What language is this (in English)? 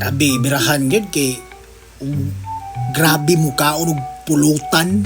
Cebuano